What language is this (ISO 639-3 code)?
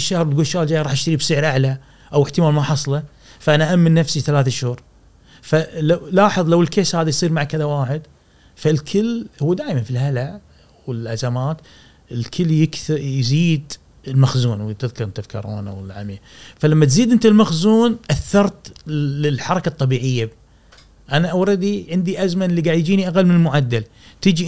afb